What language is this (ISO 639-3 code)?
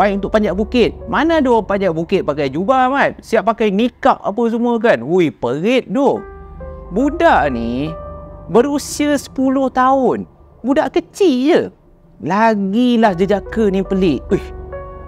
msa